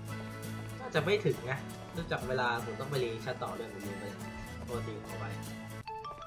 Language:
Thai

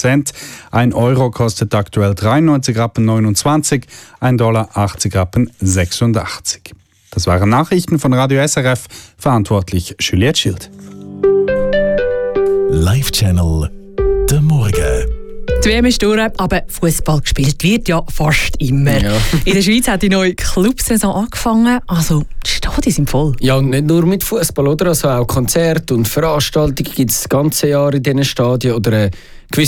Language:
German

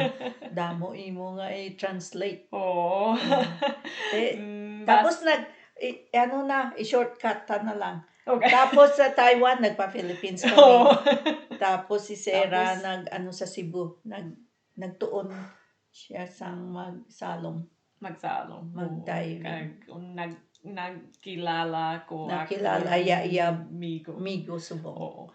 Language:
Hiligaynon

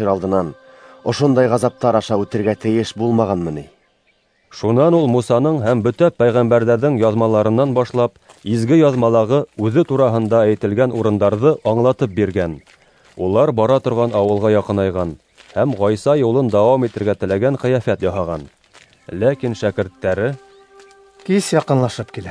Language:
Bashkir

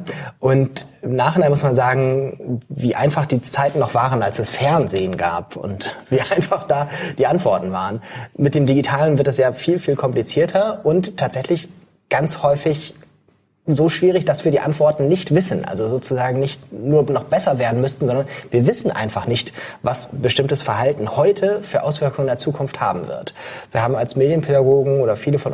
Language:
German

